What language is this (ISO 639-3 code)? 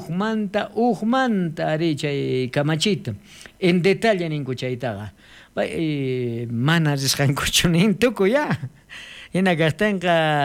quh